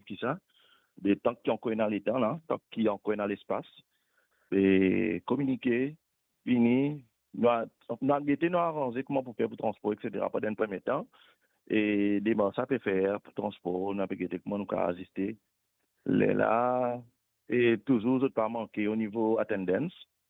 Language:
Morisyen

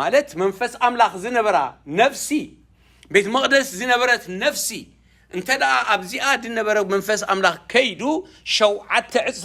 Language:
Tigrinya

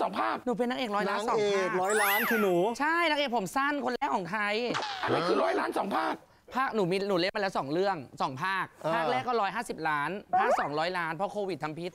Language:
Thai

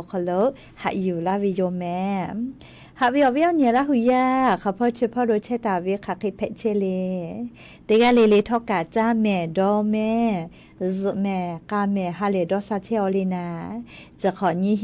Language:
Lahu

